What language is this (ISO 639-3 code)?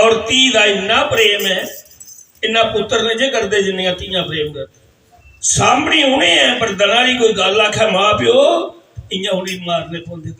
doi